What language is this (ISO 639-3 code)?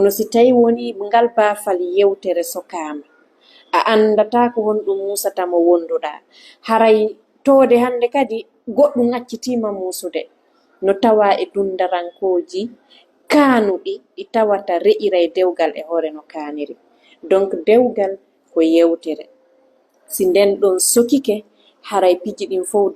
ful